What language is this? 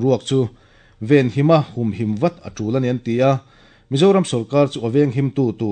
Mizo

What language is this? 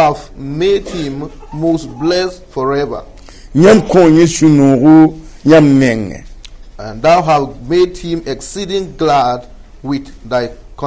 Mossi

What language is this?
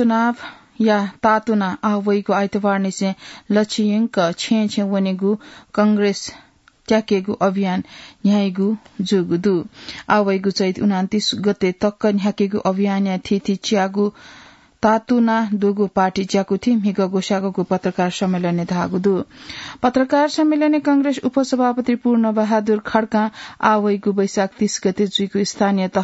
Newari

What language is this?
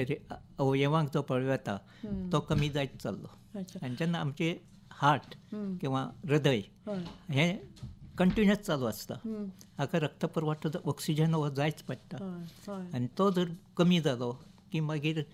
Konkani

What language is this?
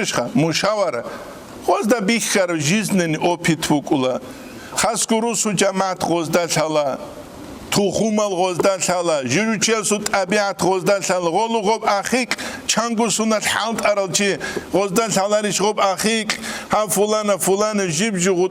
Avaric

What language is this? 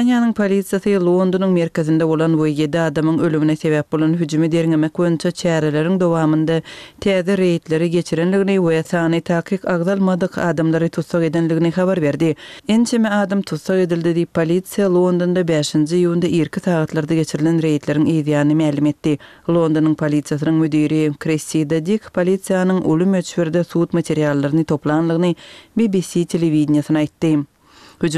Turkmen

